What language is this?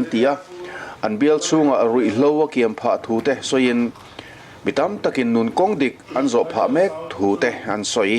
Mizo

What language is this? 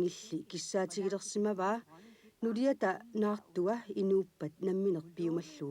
Kalaallisut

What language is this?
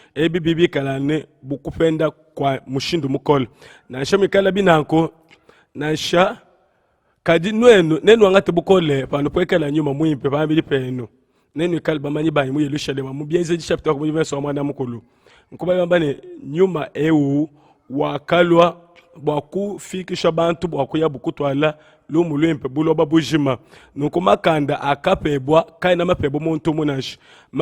Luba-Lulua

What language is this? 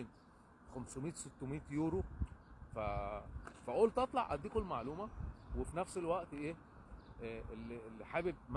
Egyptian Arabic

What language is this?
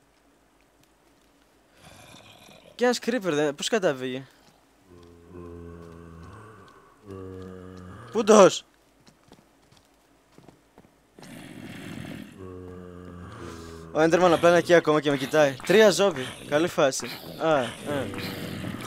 Greek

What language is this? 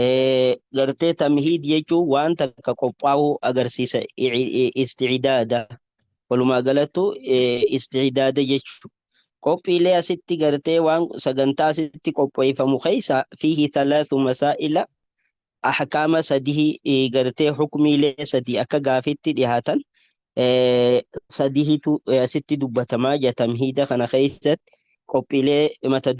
Oromo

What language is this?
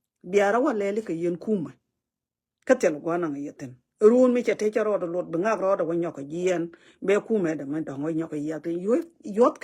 Nuer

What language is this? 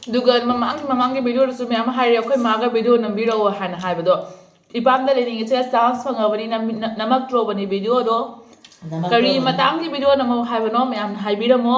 Manipuri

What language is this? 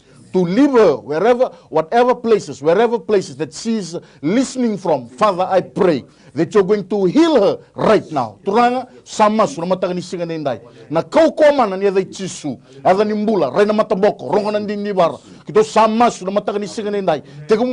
Fijian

